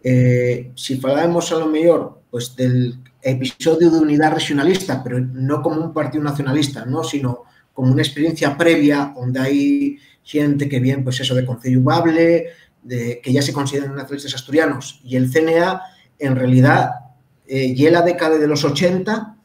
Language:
Asturian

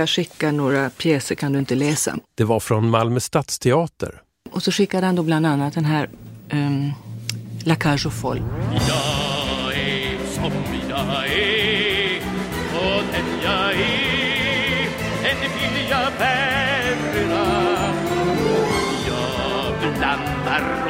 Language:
Swedish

